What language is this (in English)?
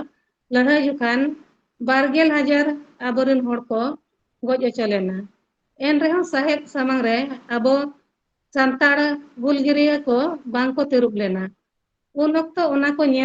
Santali